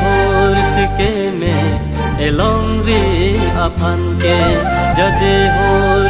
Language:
Karbi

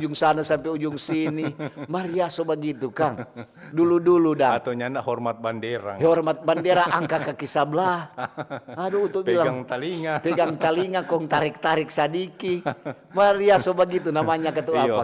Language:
Manado Malay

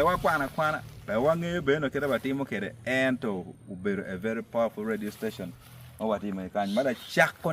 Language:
Acoli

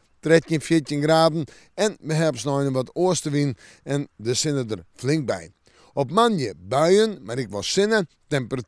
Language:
Western Frisian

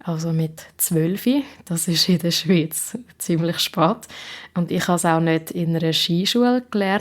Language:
Swiss German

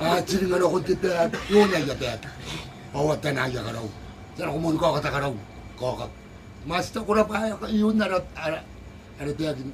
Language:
Gilbertese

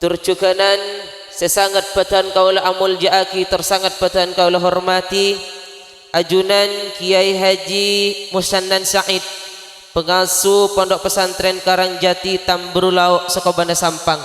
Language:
Madurese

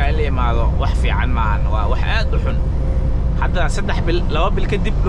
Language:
Somali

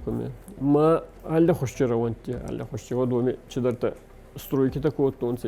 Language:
Ossetic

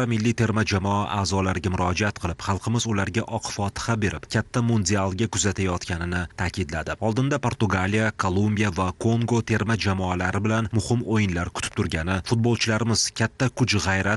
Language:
Uzbek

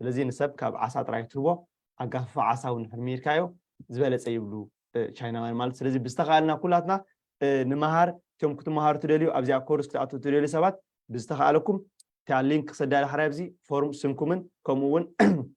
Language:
Tigrinya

